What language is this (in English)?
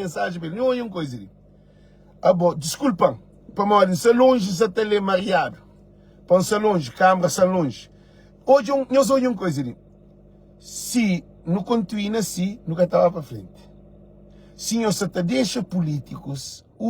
Kabuverdianu